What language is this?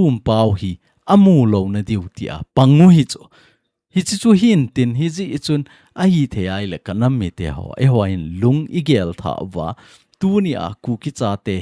Thado Chin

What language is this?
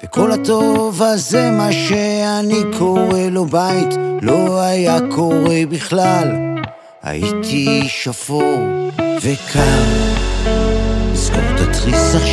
Hebrew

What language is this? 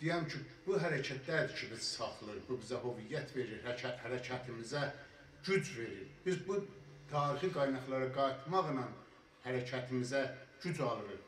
South Azerbaijani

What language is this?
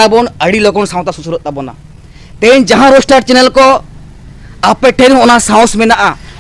Santali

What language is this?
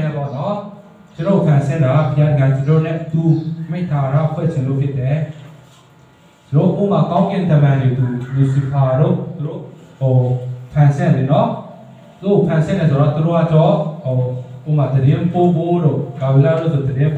Burmese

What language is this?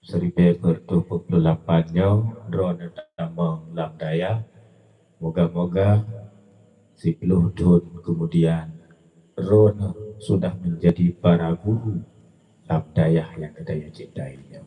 Achinese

